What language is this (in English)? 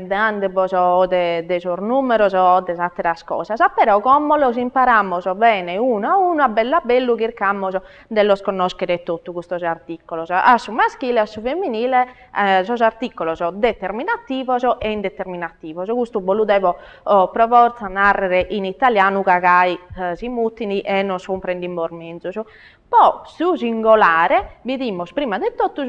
Sardinian